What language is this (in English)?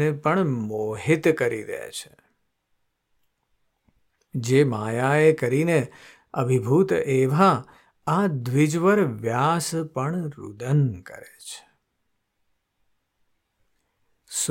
Gujarati